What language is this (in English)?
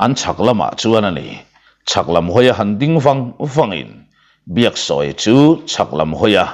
Mizo